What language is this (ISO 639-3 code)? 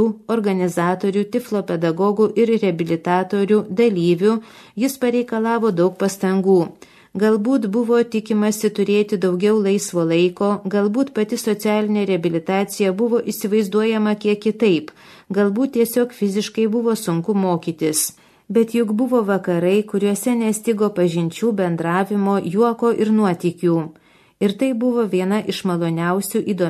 lit